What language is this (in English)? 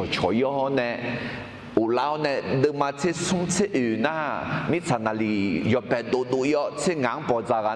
Akha